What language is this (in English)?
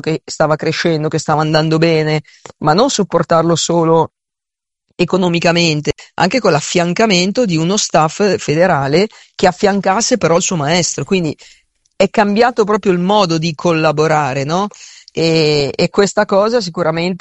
Italian